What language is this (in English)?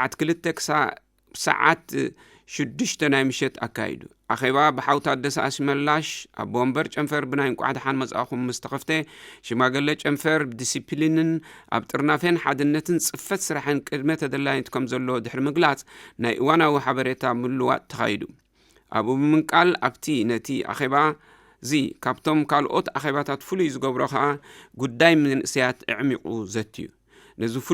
Tigrinya